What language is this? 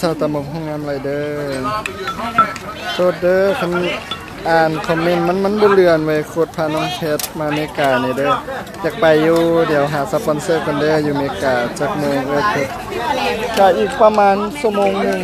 Lao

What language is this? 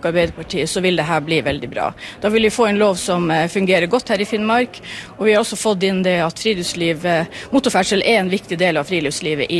Norwegian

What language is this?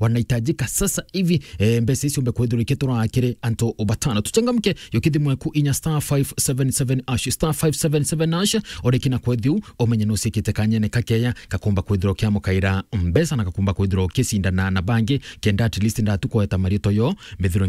Meru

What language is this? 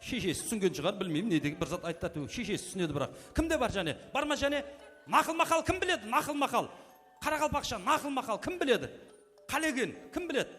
Kara-Kalpak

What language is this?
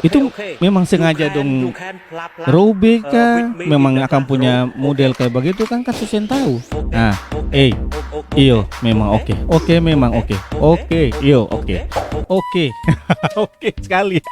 Ambonese Malay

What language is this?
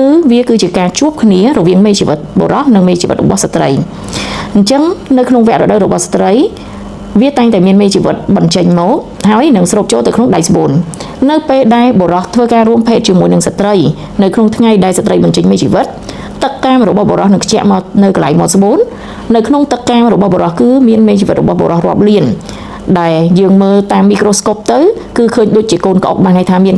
Khmer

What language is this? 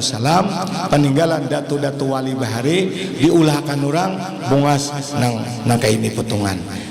Banjar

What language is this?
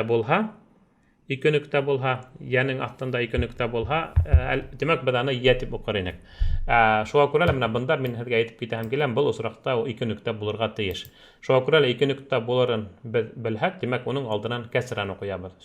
Bashkir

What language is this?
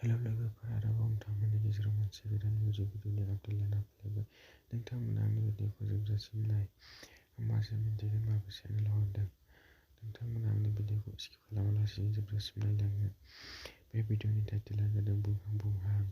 Bodo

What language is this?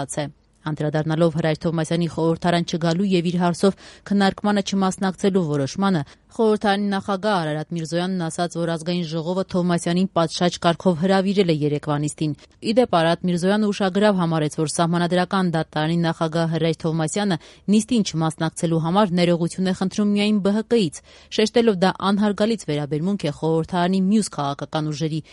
Armenian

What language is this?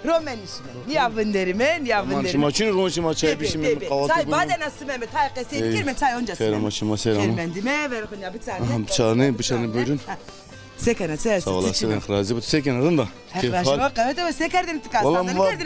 Zaza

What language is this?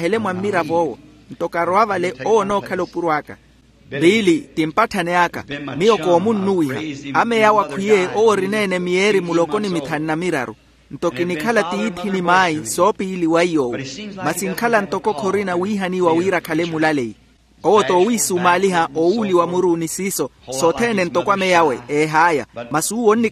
Makhuwa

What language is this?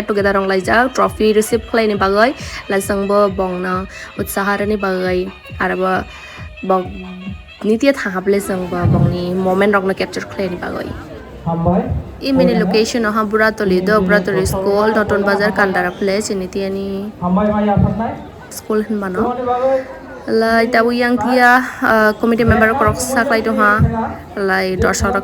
Kok Borok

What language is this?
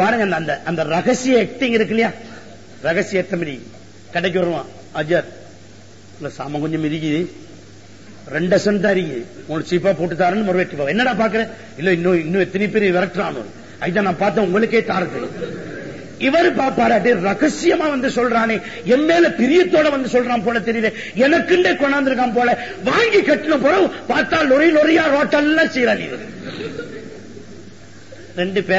Tamil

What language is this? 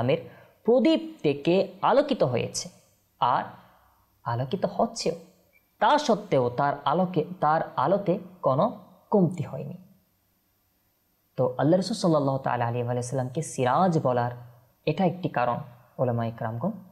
Bangla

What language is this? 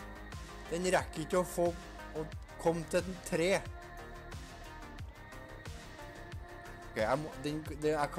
Norwegian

